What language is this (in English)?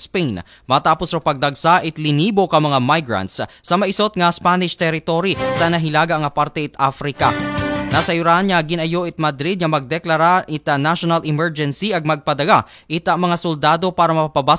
Aklanon